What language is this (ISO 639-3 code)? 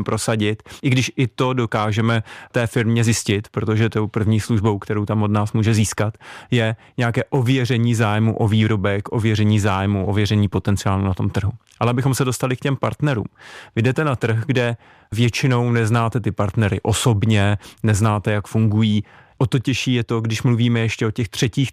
ces